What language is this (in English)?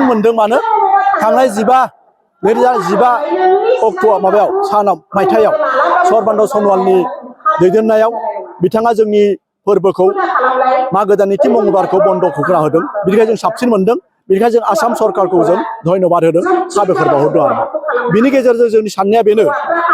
Bodo